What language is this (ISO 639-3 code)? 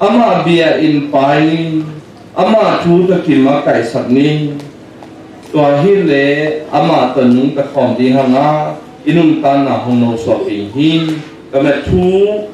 ctd